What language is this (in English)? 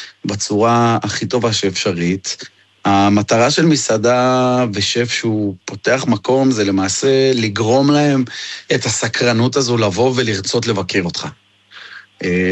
Hebrew